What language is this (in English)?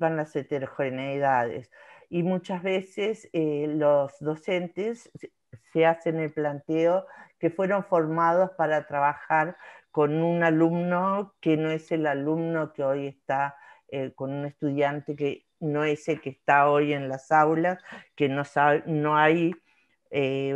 Spanish